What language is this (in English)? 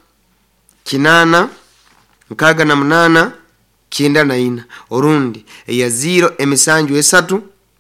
Nyoro